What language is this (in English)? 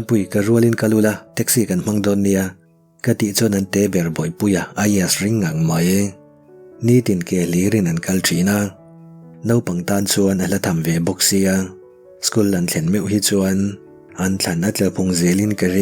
Mizo